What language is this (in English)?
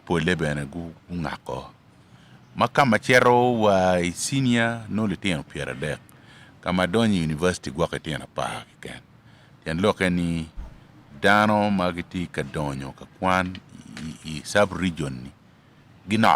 Acoli